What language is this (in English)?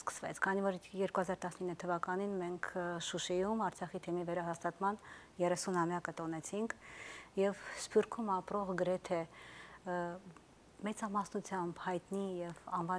Armenian